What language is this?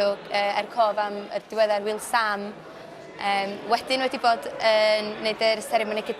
Welsh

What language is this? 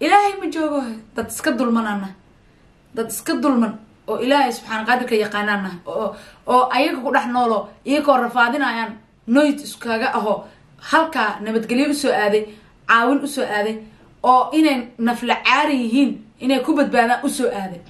Somali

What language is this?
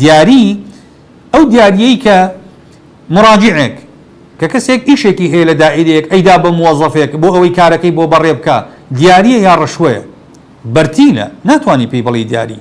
Central Kurdish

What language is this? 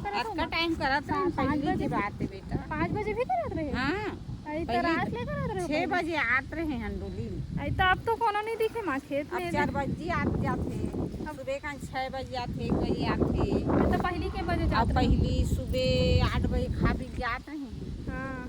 Chhattisgarhi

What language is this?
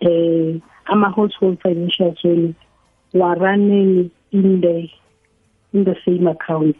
South Ndebele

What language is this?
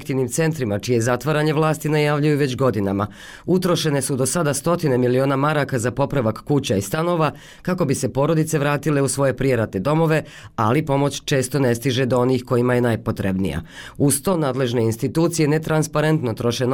Bosnian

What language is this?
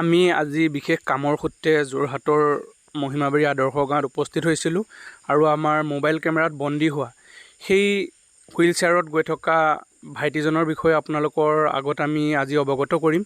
Assamese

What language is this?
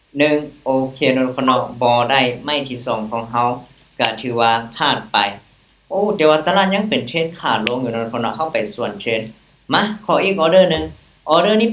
Lao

